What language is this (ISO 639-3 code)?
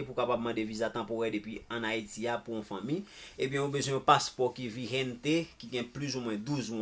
hat